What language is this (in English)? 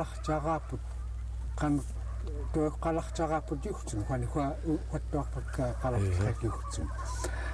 Central Yupik